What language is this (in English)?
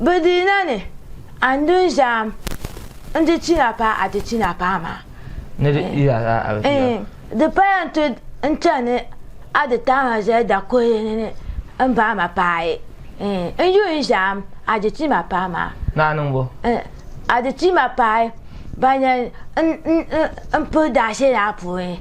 Dagbani